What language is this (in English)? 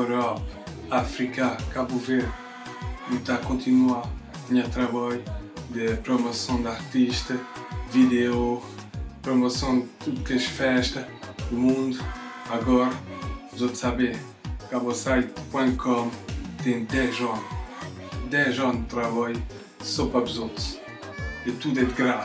Kabuverdianu